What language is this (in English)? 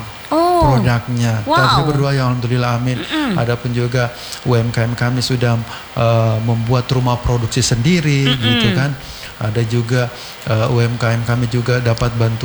Indonesian